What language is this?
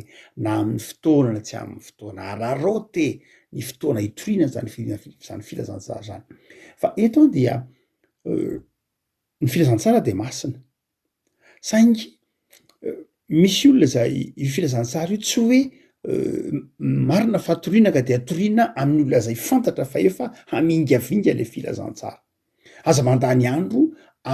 Malagasy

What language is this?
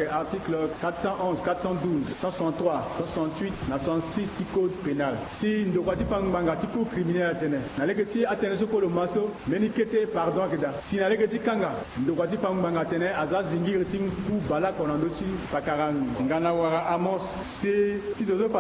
Sango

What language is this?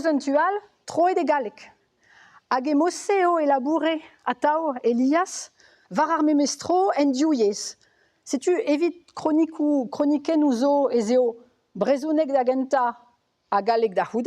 Breton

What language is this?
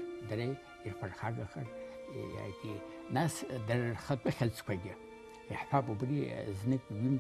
Abkhazian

